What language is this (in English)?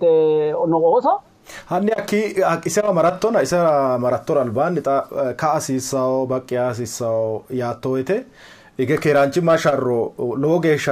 Sidamo